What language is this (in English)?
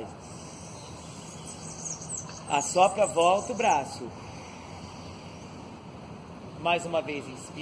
Portuguese